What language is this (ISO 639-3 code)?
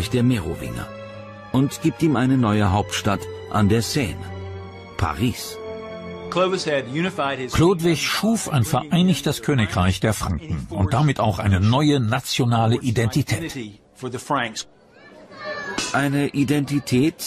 deu